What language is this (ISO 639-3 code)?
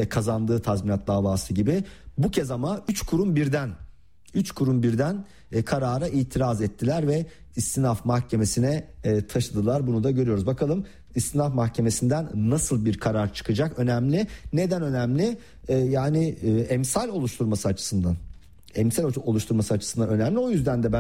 tur